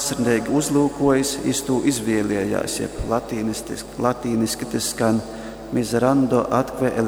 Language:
Latgalian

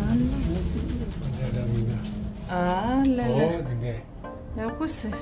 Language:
Tibetan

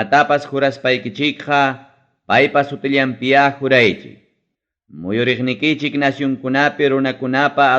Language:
Ayacucho Quechua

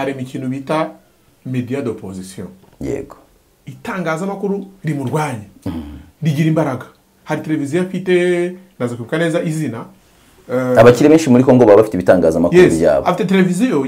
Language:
Kinyarwanda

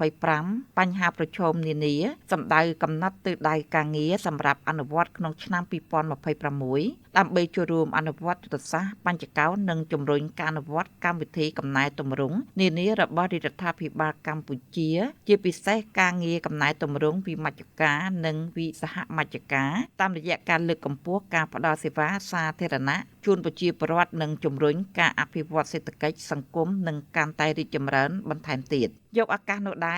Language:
Khmer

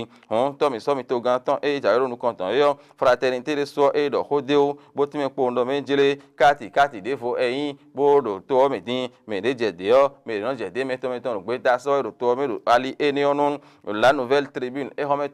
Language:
Fon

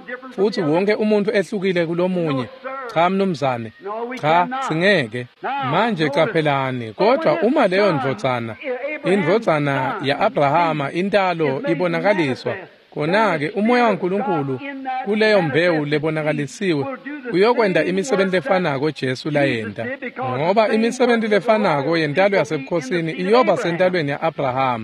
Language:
Swati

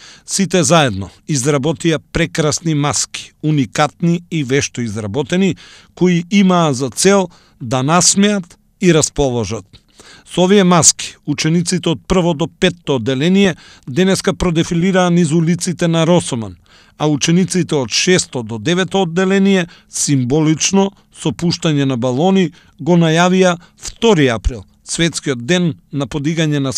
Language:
Macedonian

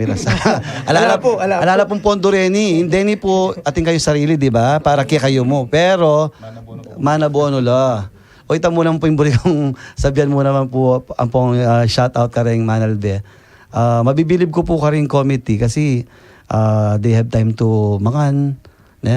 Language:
Pampanga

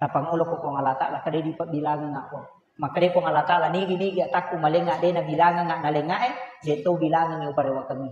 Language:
Buginese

